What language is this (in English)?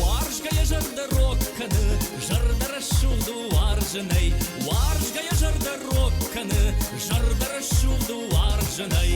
Ossetic